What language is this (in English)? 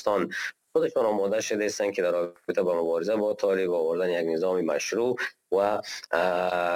Persian